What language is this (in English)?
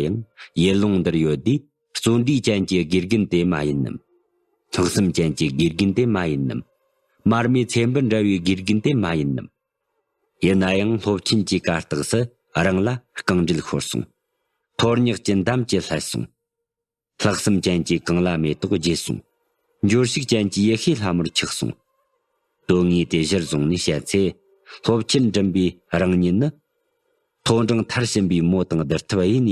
Tibetan